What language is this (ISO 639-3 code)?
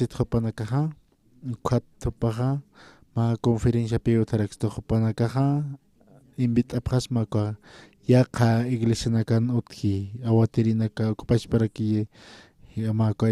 aym